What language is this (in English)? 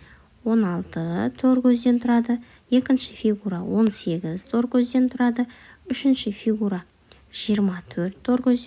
Kazakh